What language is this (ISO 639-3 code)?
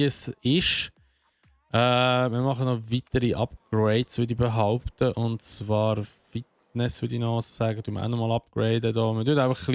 gsw